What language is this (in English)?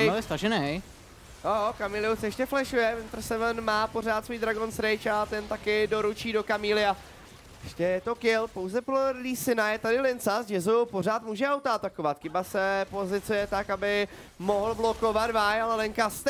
Czech